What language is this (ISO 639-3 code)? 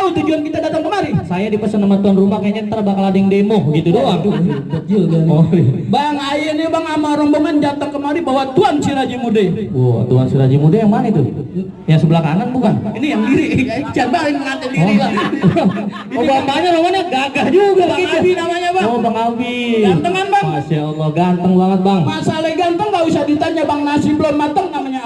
bew